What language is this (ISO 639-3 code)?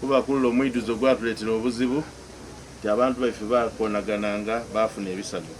xog